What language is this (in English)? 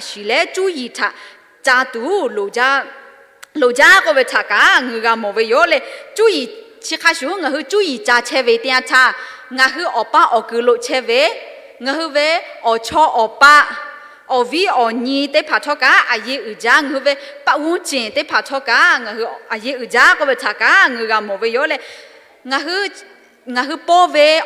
Lahu